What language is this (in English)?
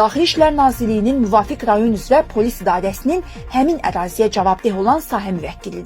Azerbaijani